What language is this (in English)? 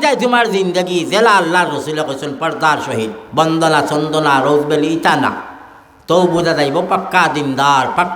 Sylheti